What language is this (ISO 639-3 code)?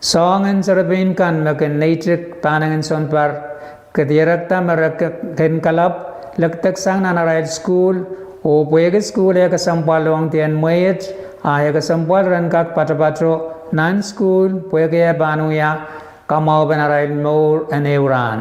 pon